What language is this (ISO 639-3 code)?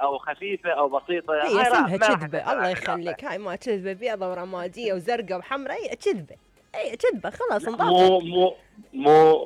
acm